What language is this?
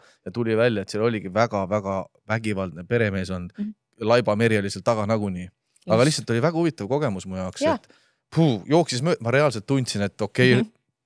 Estonian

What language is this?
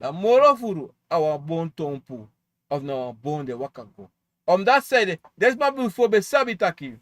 Sranan Tongo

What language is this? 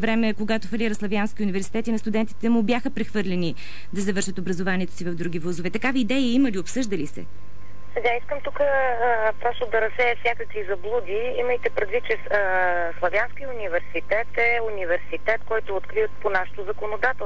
Bulgarian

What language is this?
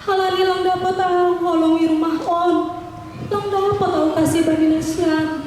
Batak Simalungun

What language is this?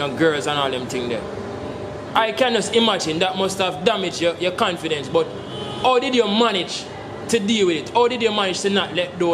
Jamaican Creole English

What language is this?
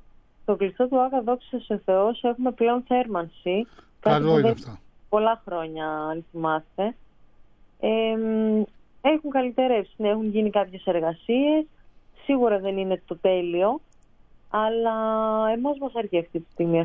Greek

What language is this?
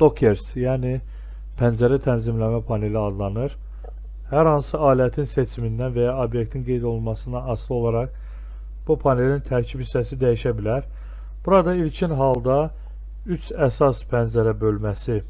Azerbaijani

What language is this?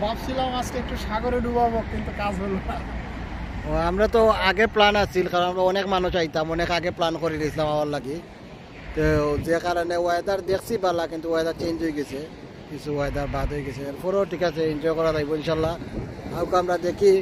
Sylheti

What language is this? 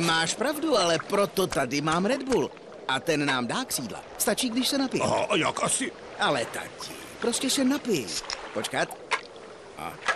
Czech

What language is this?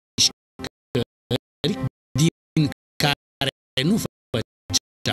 Romanian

